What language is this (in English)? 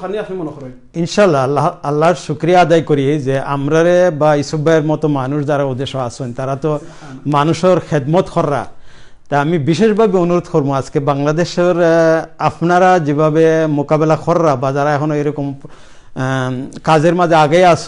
Sylheti